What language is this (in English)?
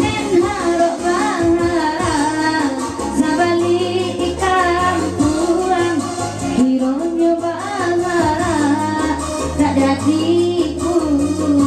Minangkabau